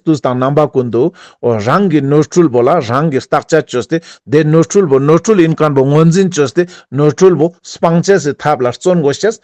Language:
Ladakhi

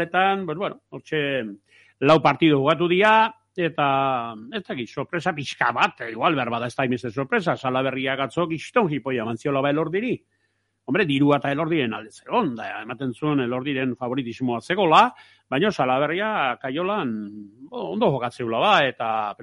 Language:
Basque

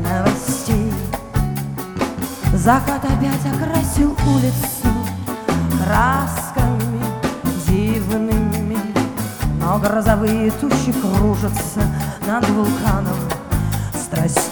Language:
Russian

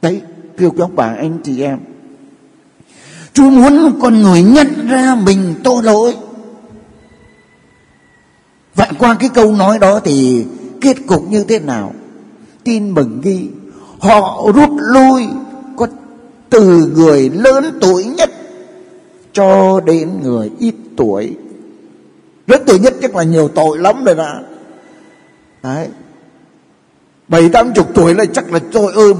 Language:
Vietnamese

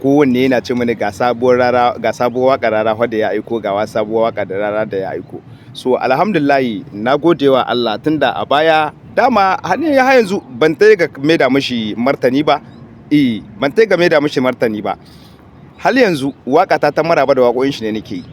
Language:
Hausa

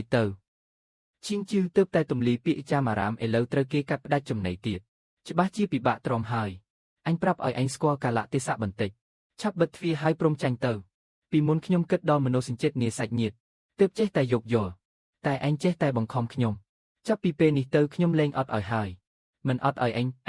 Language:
Khmer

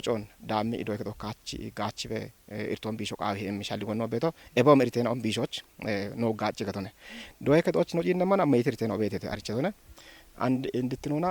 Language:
Kafa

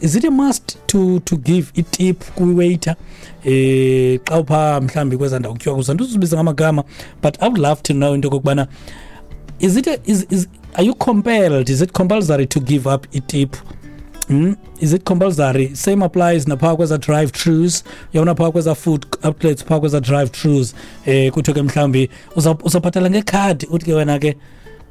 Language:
Xhosa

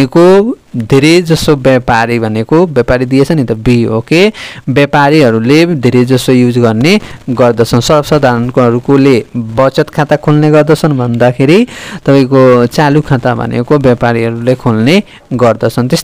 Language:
Nepali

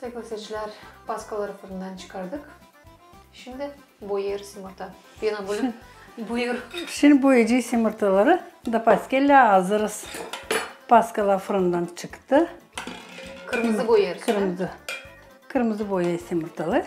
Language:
Gagauz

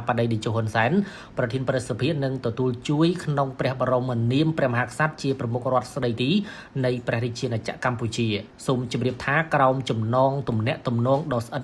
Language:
Khmer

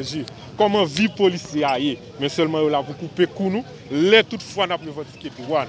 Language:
Haitian Creole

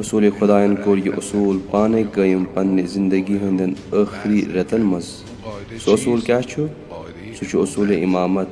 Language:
Kashmiri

